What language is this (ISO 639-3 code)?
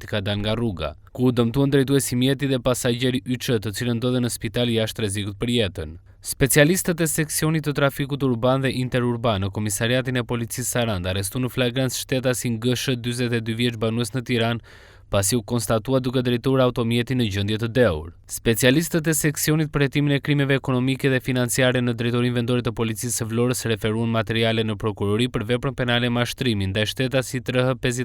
sqi